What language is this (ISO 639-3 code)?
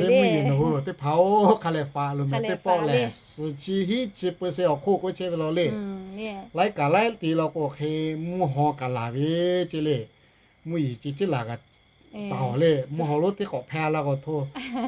lhu